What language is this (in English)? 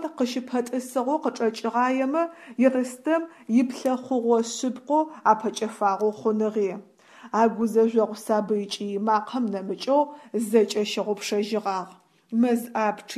Adyghe